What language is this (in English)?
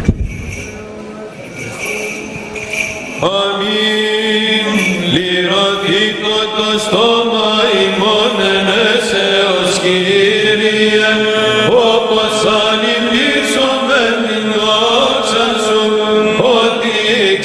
Greek